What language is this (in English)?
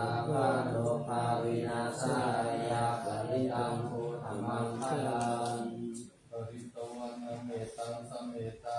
Pali